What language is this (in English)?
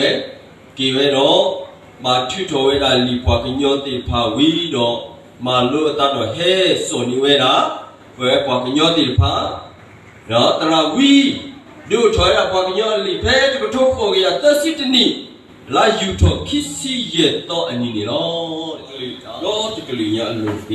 S'gaw Karen